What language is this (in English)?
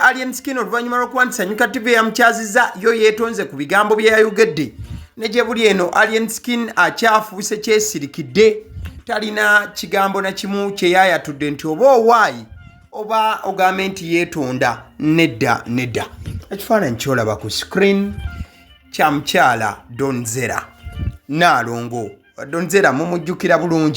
Ganda